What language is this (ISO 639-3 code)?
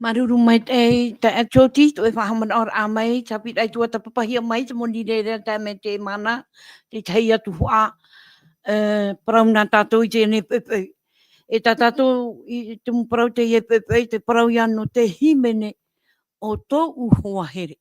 tah